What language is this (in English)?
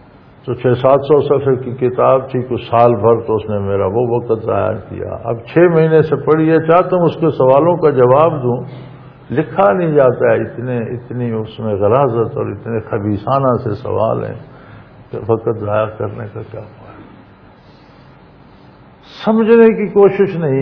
Urdu